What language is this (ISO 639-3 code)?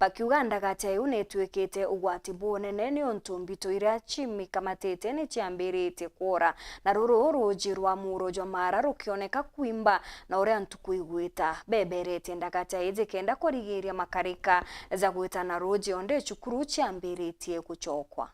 mer